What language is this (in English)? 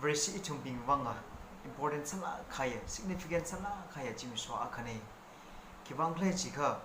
Tangkhul Naga (India)